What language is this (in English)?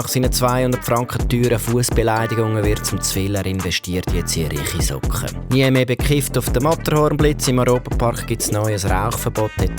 Swiss German